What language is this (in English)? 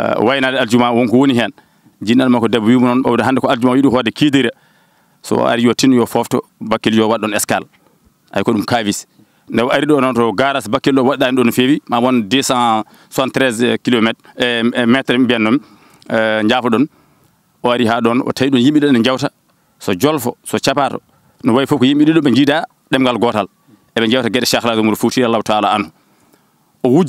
Fula